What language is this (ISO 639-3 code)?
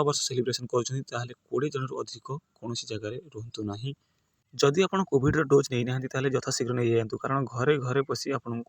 ori